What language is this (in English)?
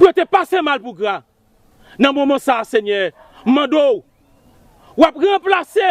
Haitian Creole